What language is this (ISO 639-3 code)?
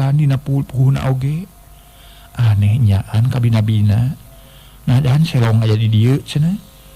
sun